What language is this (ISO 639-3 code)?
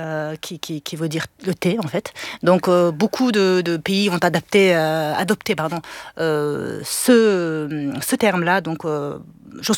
fra